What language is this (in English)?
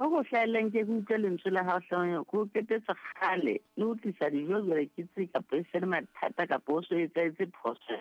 Southern Sotho